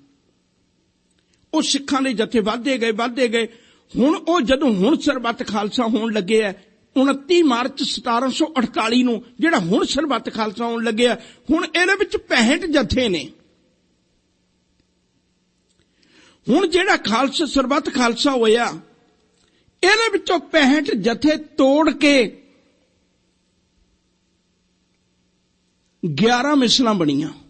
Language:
Punjabi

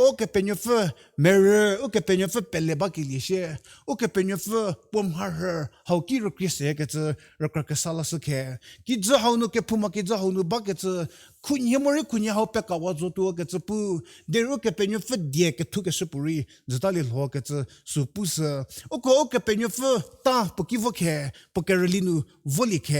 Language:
Angami Naga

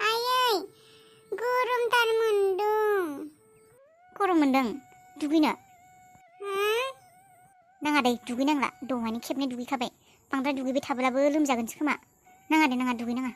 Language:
Bodo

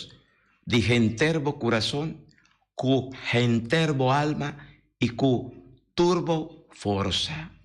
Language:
Papiamento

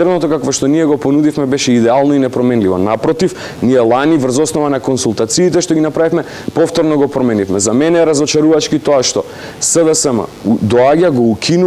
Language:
Macedonian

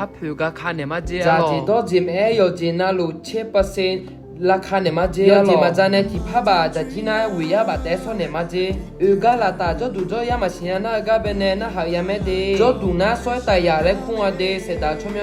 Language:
Akha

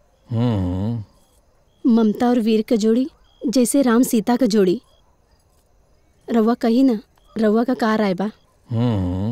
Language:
Bhojpuri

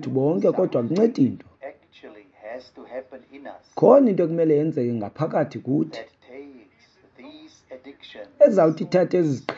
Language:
Xhosa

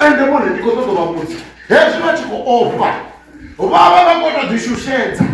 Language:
Venda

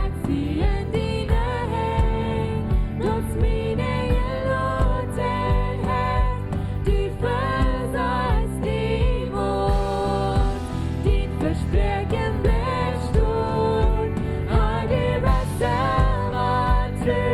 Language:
Plautdietsch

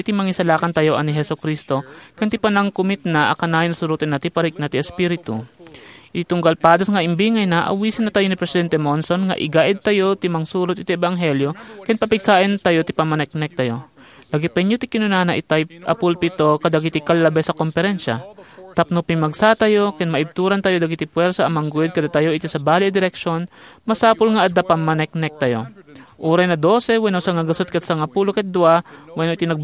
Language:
Iloko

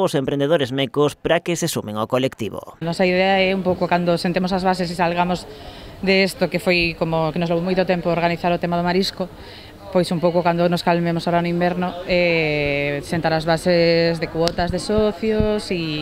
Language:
Galician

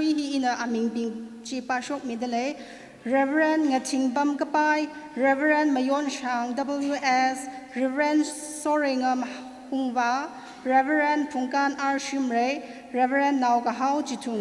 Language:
Tangkhul Naga (India)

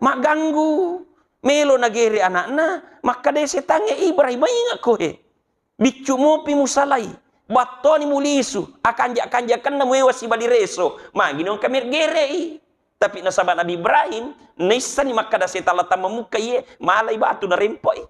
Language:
Buginese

